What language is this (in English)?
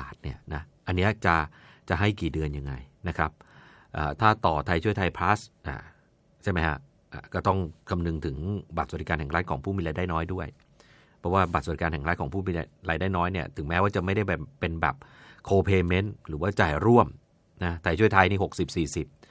Thai